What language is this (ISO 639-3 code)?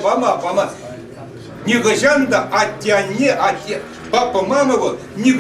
chv